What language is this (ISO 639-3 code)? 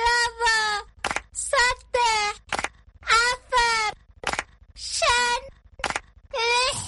som